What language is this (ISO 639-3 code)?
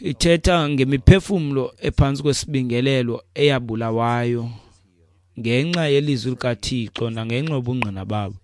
xho